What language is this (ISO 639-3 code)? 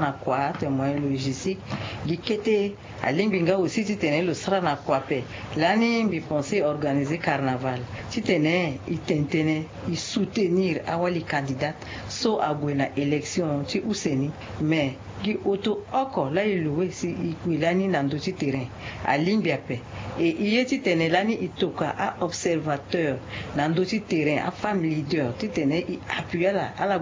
sag